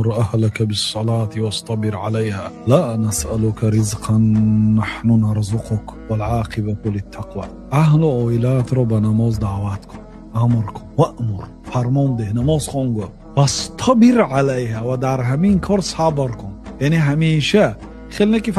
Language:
Tajik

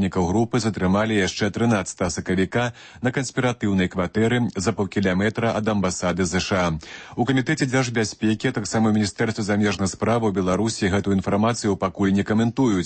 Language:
Belarusian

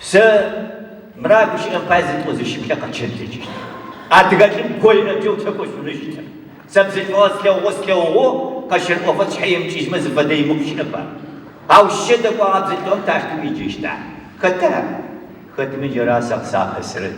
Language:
Adyghe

